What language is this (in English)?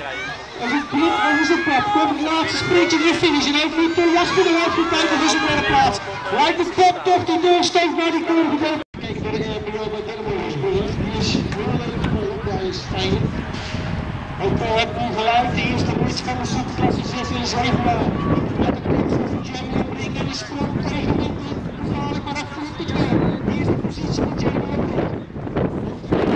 Dutch